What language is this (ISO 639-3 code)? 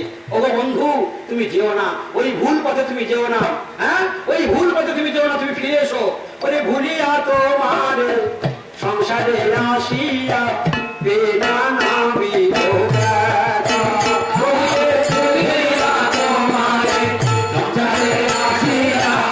ben